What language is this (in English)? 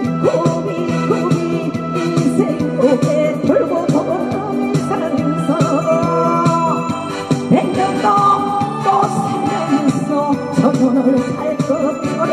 Korean